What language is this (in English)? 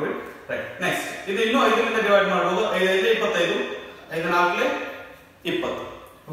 Kannada